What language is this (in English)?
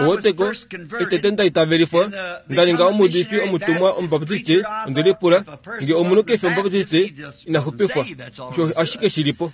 Kuanyama